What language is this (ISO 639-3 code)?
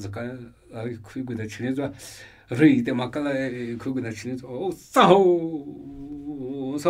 nmy